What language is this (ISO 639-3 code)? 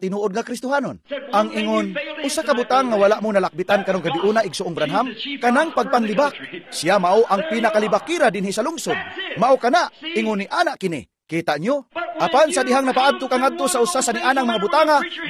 ceb